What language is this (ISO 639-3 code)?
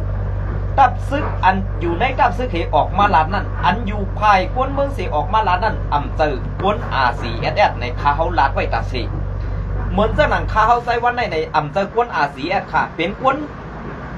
shn